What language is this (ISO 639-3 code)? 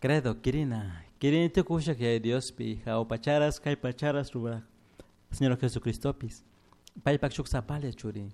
qug